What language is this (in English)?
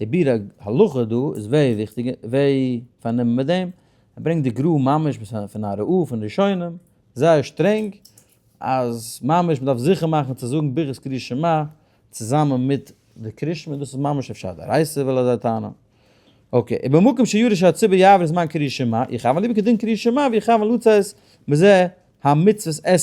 Yiddish